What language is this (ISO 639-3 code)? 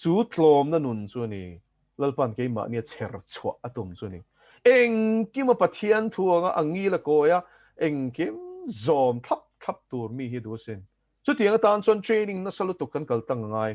lus